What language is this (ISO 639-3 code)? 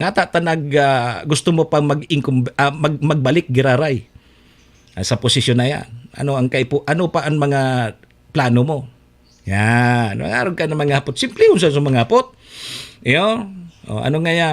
bik